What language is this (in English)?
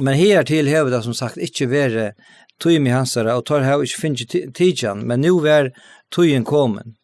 Faroese